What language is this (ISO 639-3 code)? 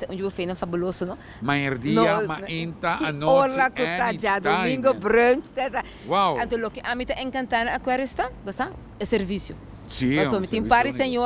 pap